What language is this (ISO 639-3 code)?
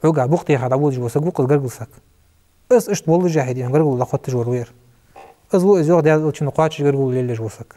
inh